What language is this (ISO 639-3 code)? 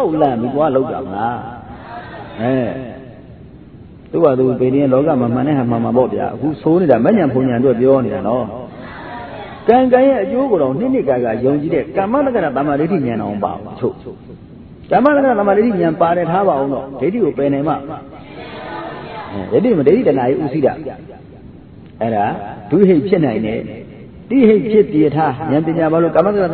mya